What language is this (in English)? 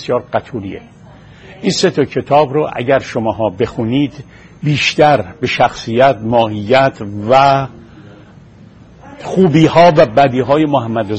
Persian